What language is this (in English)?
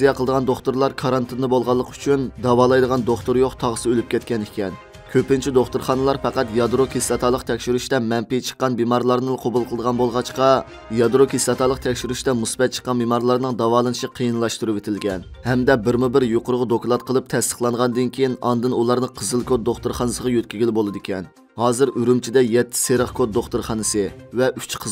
Uyghur